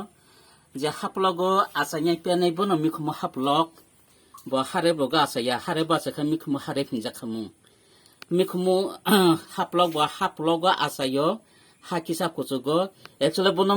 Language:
Kok Borok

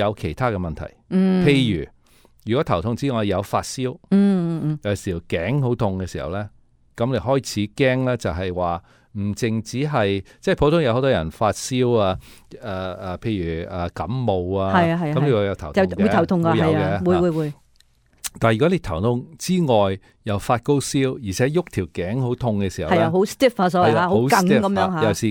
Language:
Cantonese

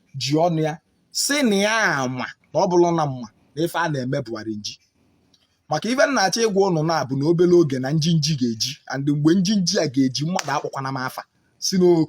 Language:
Igbo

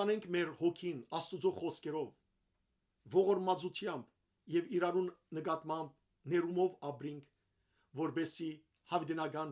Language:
Western Armenian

